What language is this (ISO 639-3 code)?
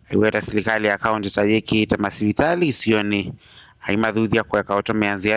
kam